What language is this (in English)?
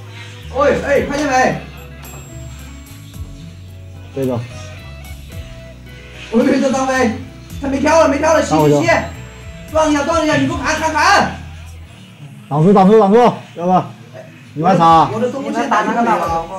Chinese